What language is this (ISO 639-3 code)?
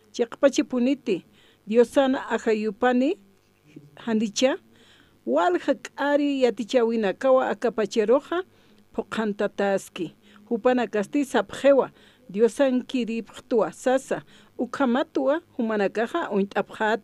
aym